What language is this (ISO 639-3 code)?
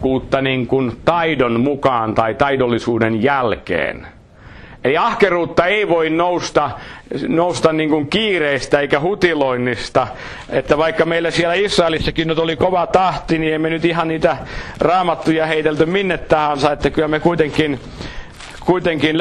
fin